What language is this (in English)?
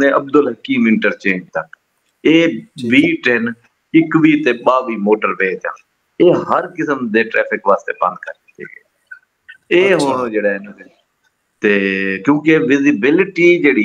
Saraiki